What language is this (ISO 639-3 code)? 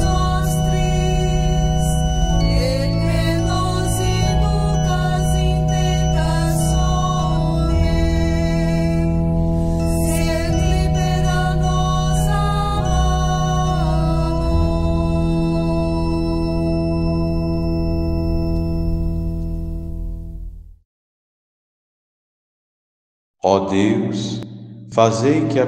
por